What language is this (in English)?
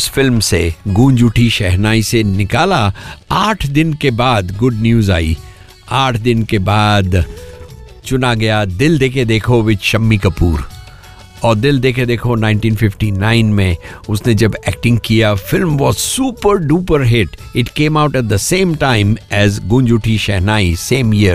Hindi